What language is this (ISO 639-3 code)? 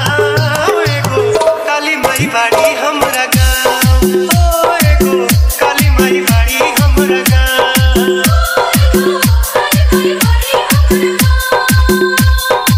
bho